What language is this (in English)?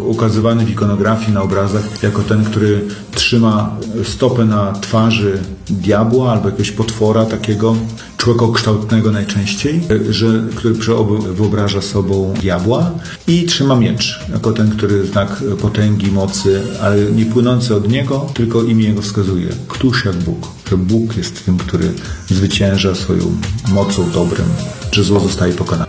Polish